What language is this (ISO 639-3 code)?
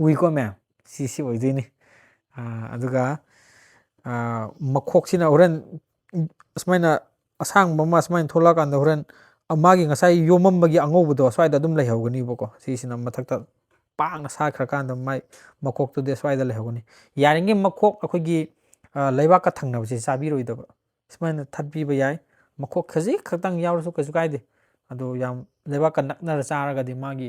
mni